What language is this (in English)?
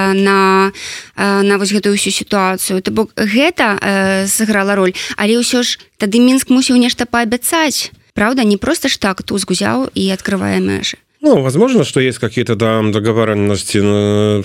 Belarusian